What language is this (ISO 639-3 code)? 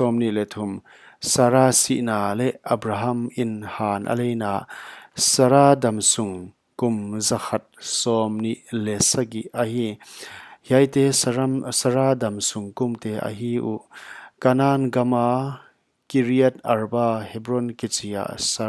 pck